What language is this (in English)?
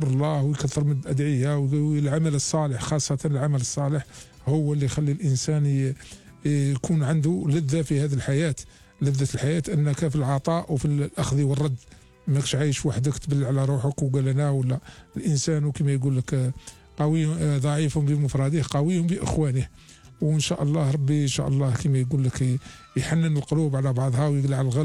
Algerian Arabic